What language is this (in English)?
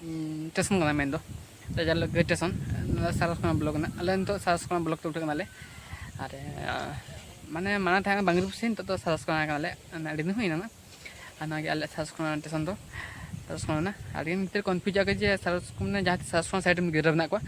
Santali